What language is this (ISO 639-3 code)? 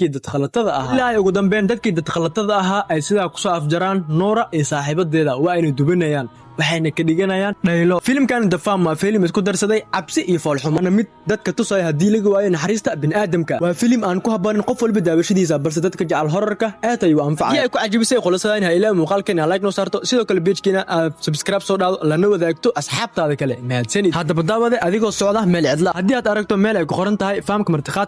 som